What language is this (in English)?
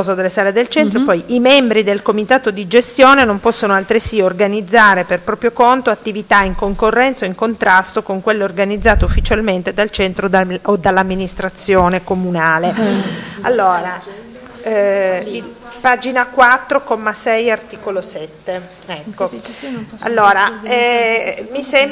Italian